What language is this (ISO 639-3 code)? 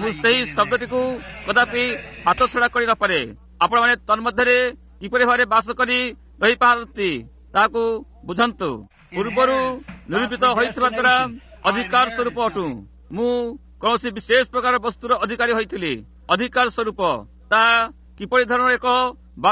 ori